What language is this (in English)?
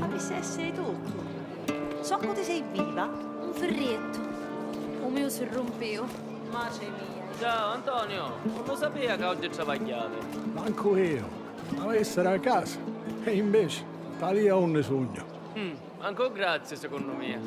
Sicilian